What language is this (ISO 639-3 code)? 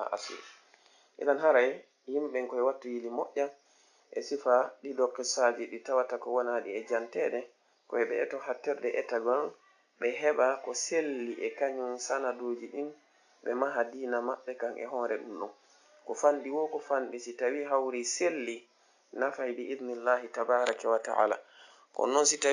ful